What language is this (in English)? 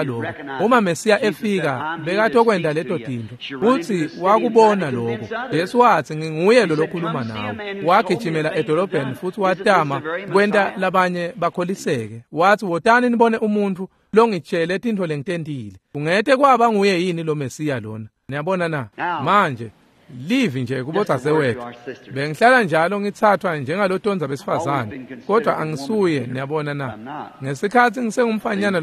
Swati